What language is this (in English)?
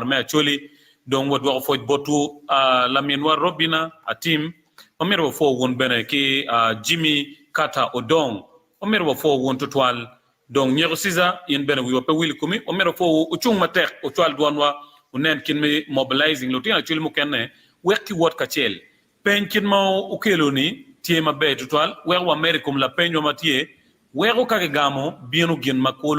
Acoli